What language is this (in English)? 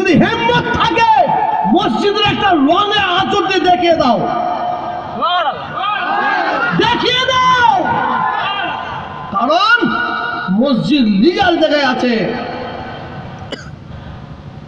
Bangla